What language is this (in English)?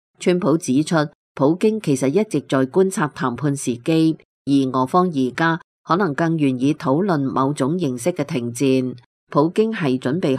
Cantonese